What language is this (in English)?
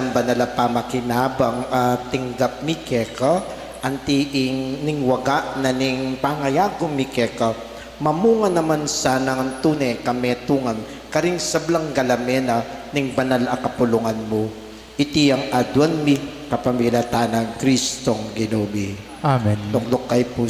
Pampanga